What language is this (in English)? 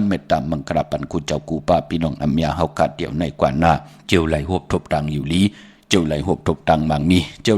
Shan